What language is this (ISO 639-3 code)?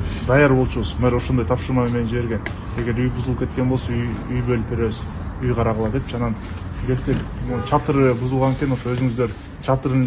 kir